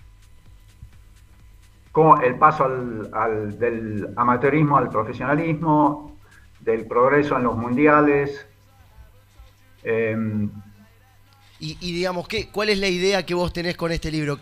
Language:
Spanish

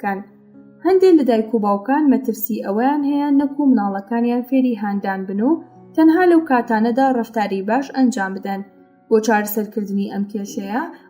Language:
Central Kurdish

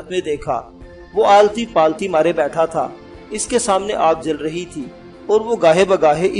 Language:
Urdu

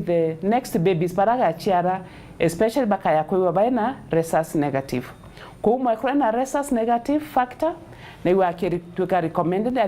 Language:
Meru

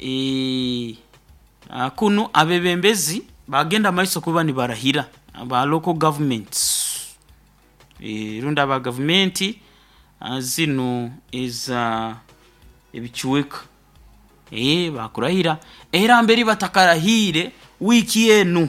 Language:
Nyoro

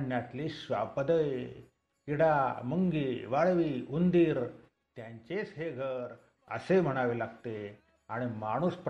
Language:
Marathi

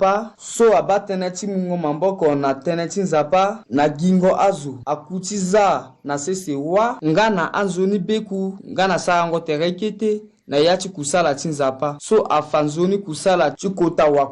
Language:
Sango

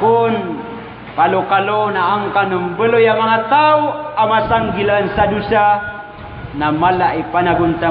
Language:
Maranao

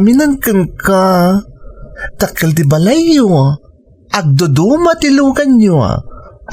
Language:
Iloko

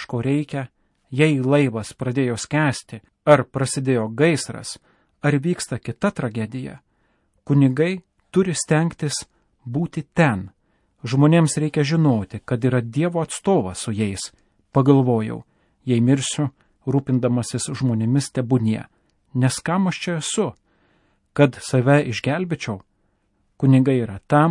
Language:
Lithuanian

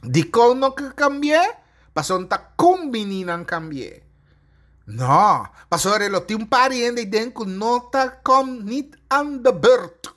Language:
Papiamento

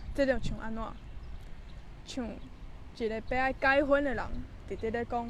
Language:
Min Nan Chinese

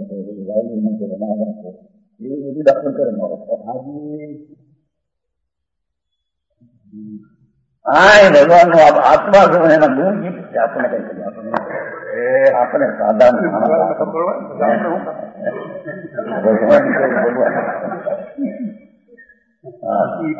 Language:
Gujarati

